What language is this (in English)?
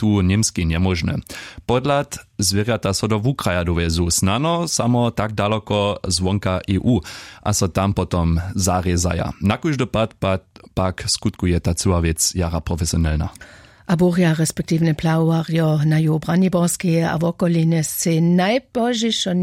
Upper Sorbian